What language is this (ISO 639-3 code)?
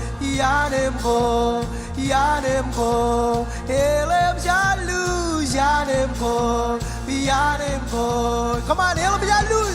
mah